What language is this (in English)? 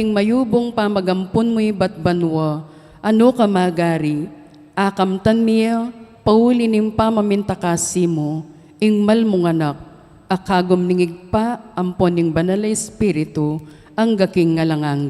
Pampanga